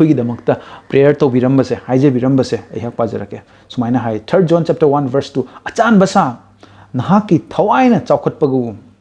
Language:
Manipuri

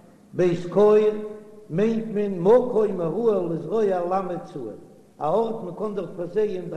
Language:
Yiddish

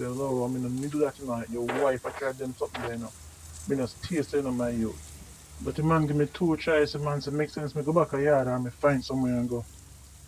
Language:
Jamaican Creole English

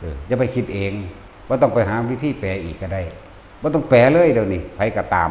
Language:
Northeastern Thai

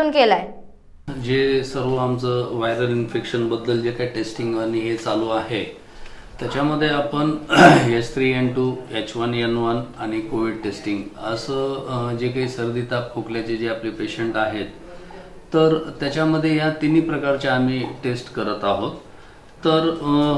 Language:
Marathi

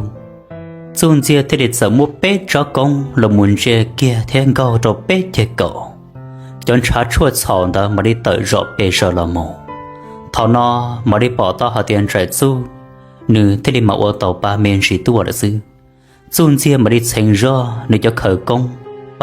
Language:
Hmong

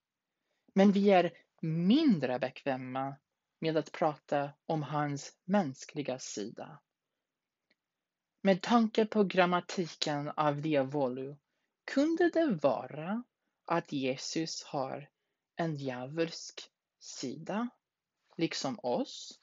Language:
Swedish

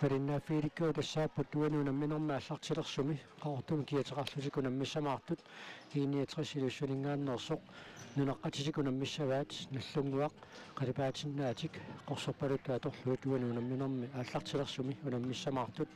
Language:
Kalaallisut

